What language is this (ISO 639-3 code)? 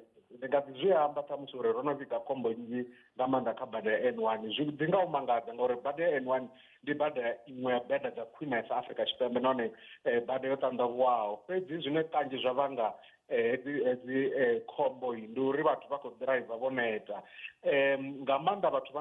ven